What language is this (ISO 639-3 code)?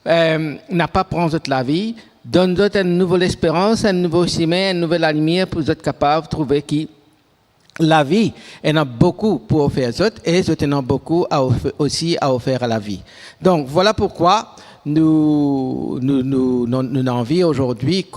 mfe